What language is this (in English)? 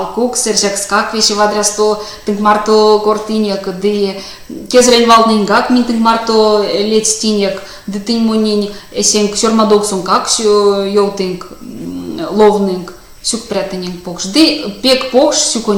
Erzya